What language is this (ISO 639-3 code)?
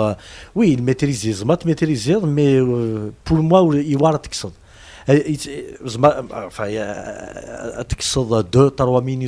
kab